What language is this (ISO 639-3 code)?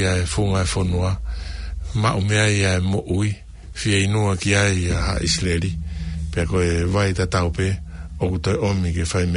ton